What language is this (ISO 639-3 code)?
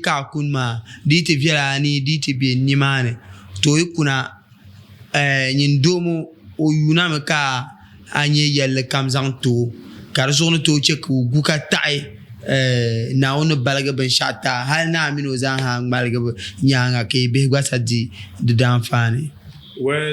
dag